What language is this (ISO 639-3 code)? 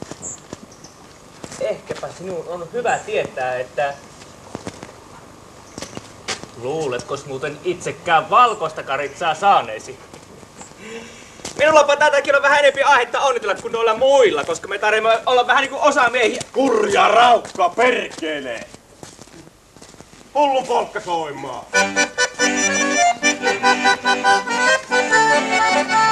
fin